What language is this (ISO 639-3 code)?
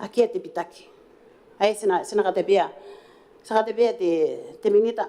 gil